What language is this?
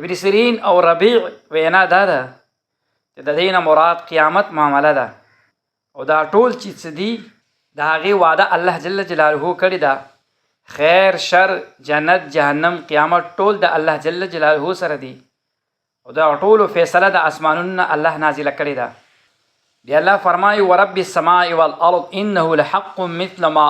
Pashto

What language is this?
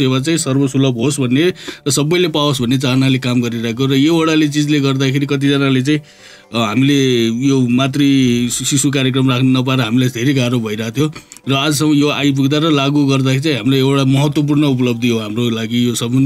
Nepali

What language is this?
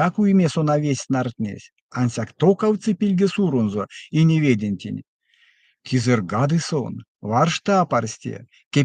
Erzya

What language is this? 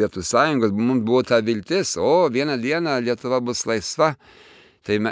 Lithuanian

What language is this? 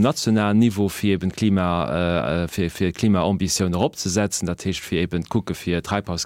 Luxembourgish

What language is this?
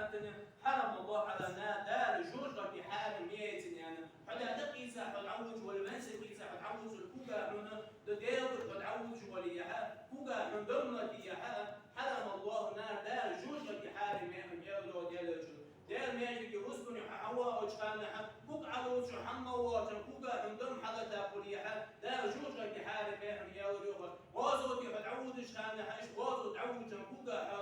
Ingush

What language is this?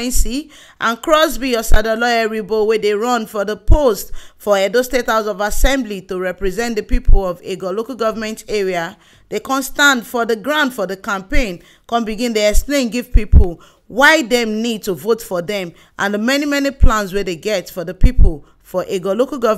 Nigerian Pidgin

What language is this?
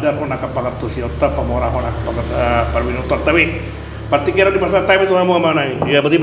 Batak Toba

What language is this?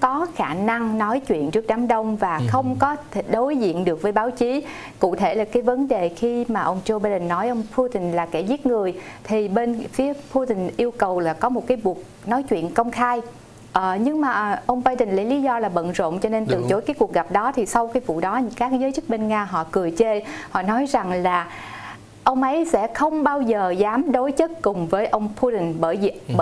Vietnamese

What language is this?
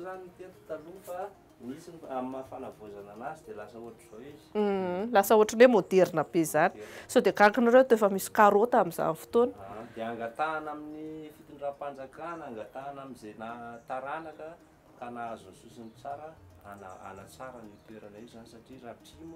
Malagasy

